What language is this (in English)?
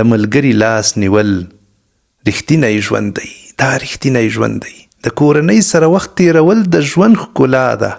Pashto